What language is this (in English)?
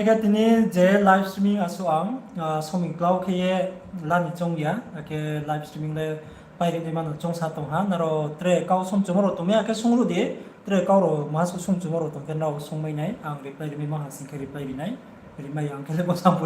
Riang (India)